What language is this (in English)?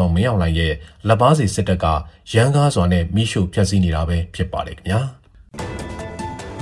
Burmese